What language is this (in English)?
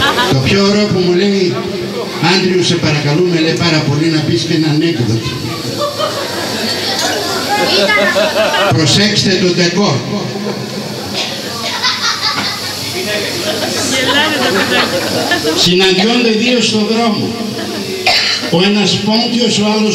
Greek